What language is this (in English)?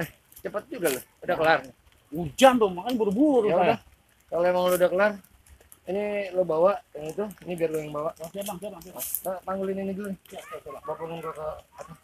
Betawi